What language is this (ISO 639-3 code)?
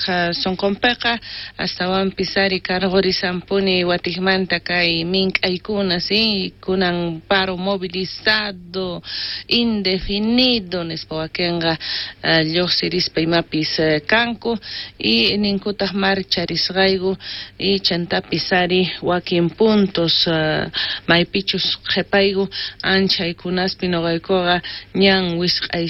quh